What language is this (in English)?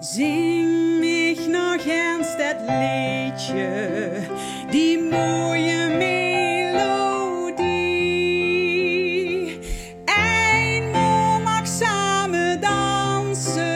Limburgish